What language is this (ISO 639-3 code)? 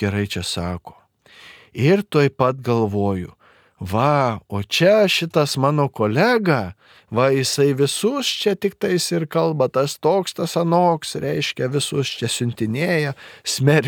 lit